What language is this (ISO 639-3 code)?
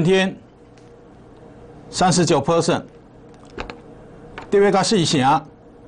zho